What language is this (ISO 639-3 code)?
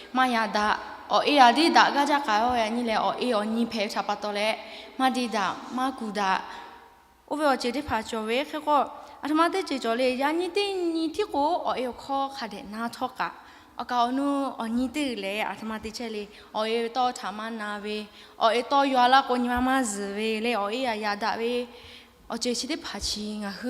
lhu